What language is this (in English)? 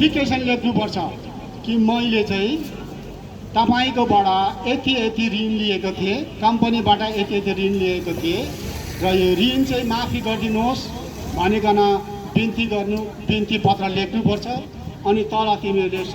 Nepali